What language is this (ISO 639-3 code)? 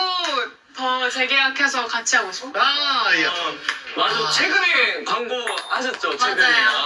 kor